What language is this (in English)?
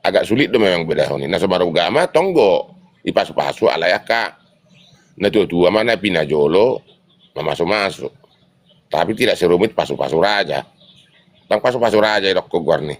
Batak Toba